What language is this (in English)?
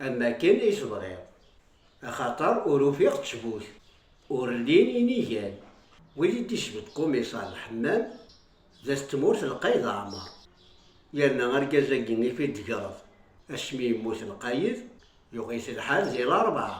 Kabyle